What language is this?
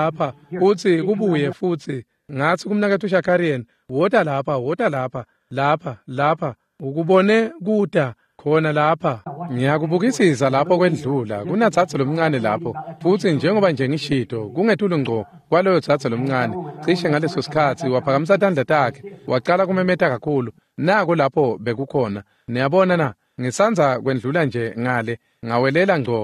Swati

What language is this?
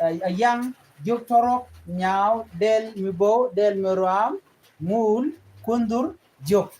Nuer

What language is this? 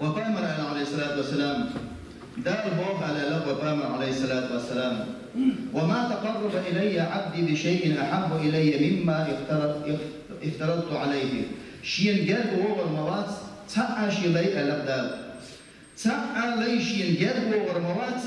Chechen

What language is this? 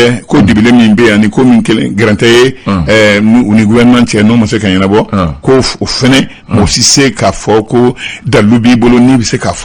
Bambara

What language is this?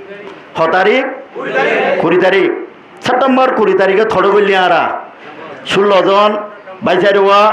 Rohingya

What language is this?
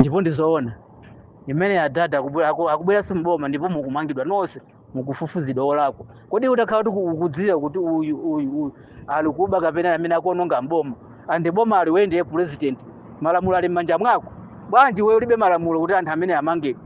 Nyanja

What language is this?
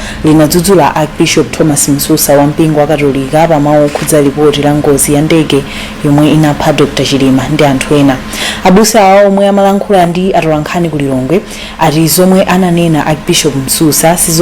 Nyanja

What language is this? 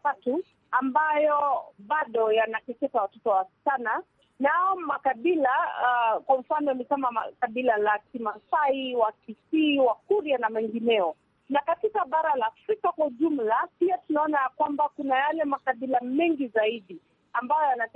Swahili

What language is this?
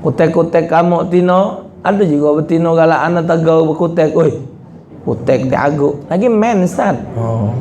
Musi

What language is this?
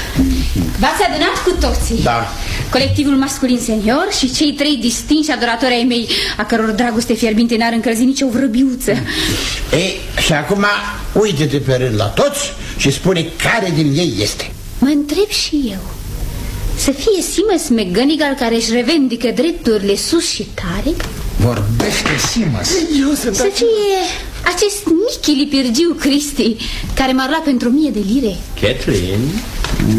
Romanian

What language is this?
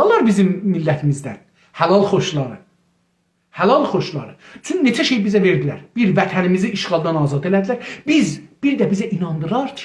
South Azerbaijani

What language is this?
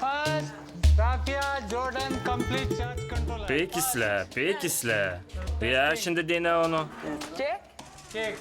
Gagauz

